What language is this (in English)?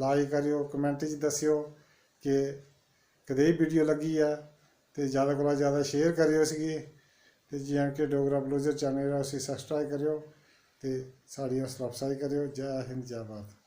Dogri